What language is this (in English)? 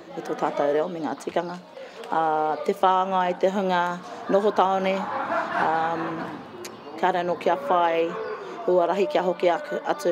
Māori